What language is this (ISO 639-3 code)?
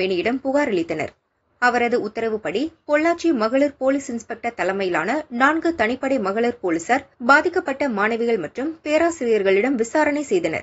tam